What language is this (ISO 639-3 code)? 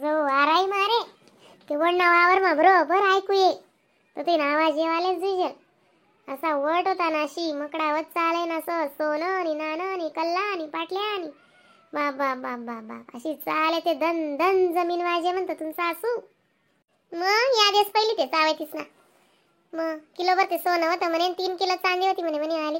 khn